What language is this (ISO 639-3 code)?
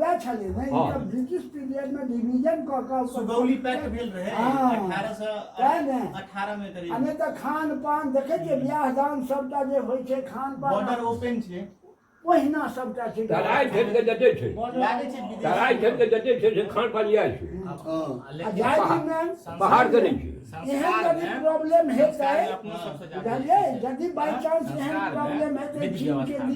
mai